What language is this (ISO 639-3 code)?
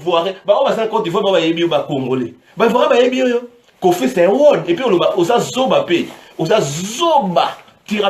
lin